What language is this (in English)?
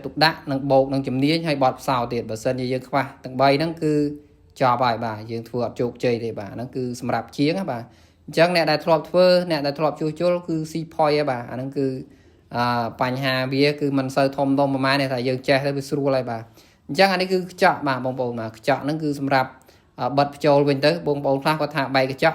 Khmer